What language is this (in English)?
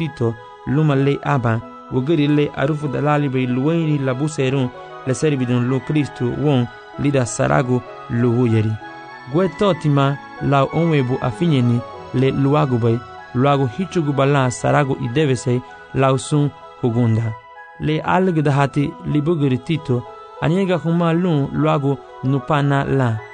Garifuna